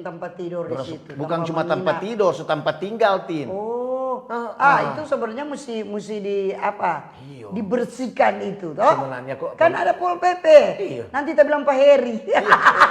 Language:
Manado Malay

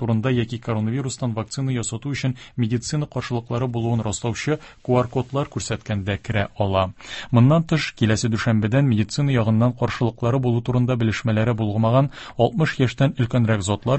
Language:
Tatar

